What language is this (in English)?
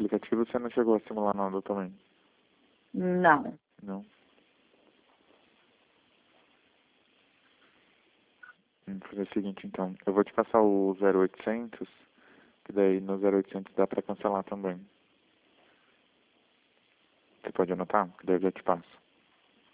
Portuguese